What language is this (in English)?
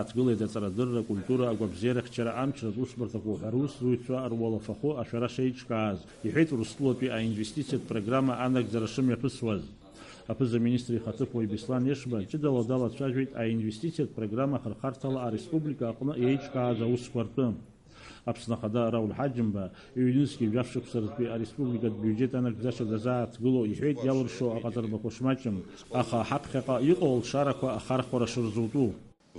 Abkhazian